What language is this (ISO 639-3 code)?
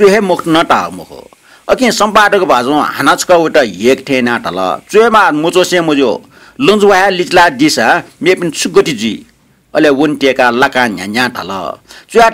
new